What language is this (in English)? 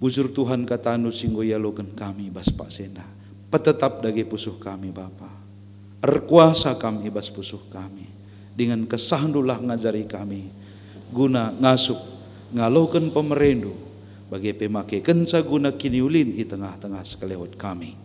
Batak Karo